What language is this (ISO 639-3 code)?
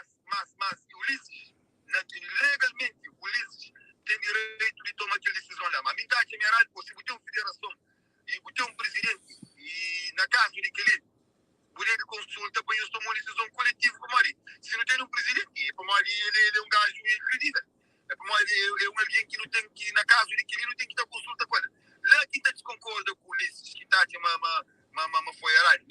kea